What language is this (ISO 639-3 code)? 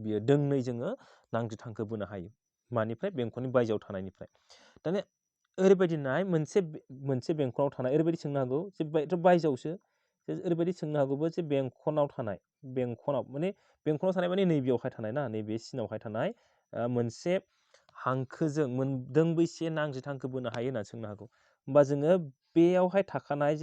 brx